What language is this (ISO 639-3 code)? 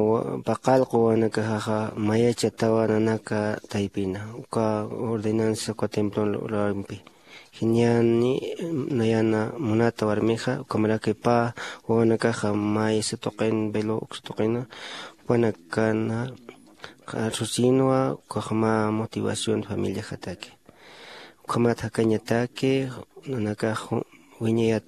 aym